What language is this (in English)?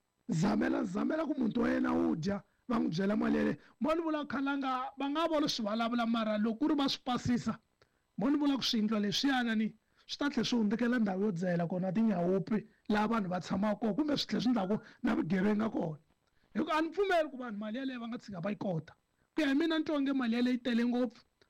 Tsonga